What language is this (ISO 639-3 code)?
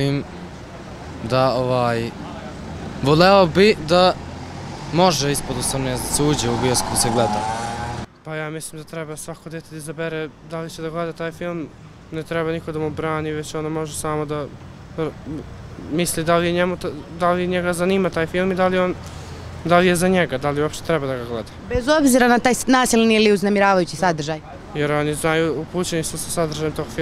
srp